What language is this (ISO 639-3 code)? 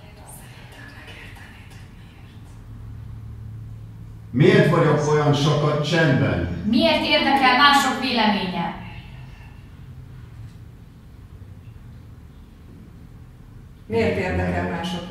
hun